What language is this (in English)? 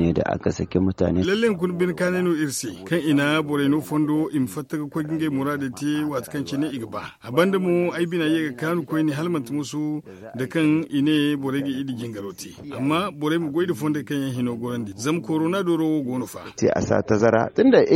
Zarma